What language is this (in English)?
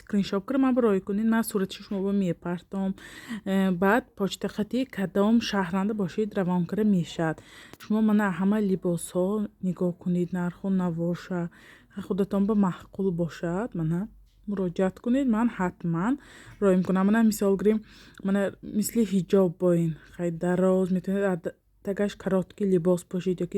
Tajik